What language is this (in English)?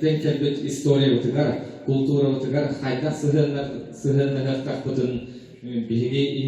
Yakut